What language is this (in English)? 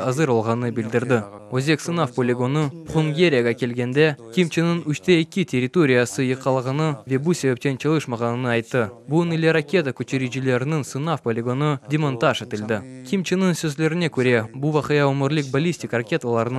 Crimean Tatar